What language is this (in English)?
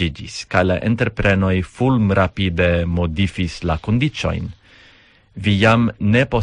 Esperanto